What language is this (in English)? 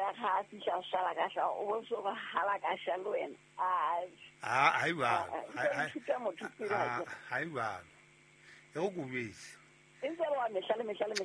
Southern Sotho